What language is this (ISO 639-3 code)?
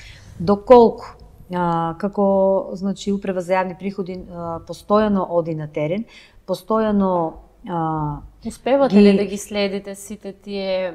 mkd